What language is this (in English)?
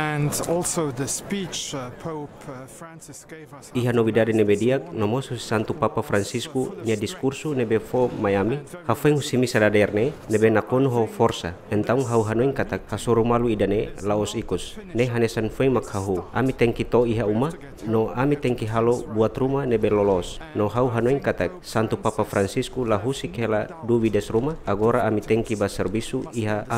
Tetum